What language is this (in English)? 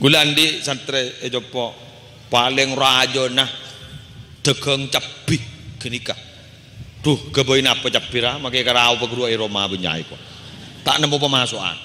Madurese